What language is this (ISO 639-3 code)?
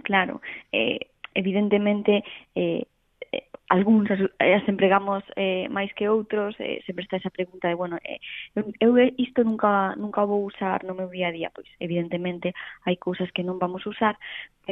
glg